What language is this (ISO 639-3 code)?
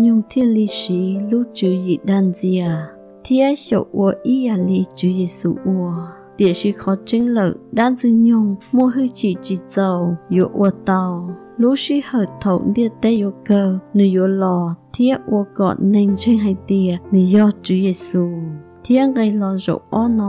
hmn